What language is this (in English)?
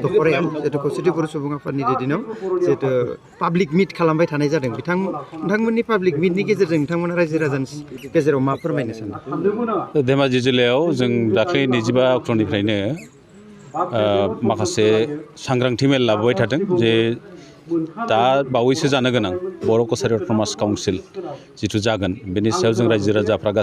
Bodo